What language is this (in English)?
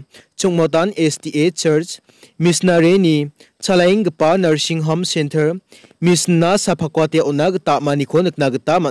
Garo